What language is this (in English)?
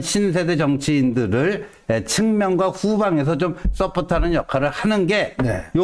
Korean